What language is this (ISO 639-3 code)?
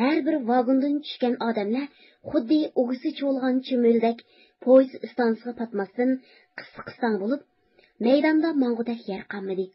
uig